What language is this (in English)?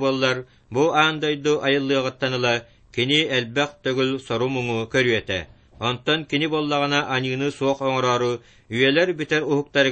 Yakut